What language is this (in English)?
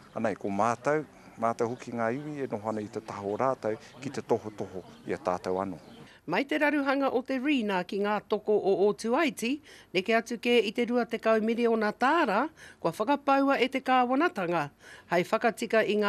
Māori